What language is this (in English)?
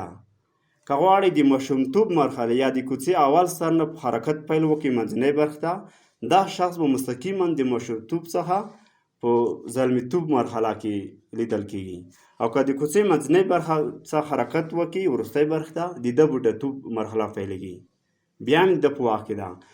Pashto